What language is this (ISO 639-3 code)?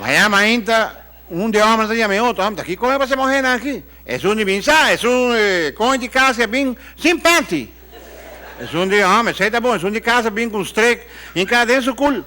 pap